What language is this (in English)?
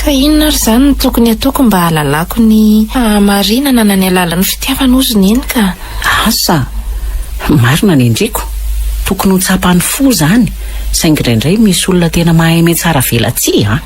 Malagasy